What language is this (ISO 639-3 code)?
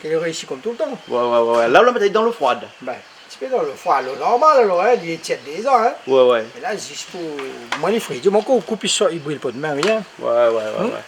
rcf